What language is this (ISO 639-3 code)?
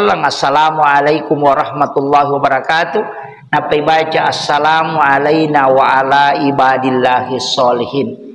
bug